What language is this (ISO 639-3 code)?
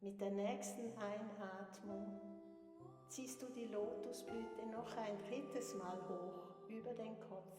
gsw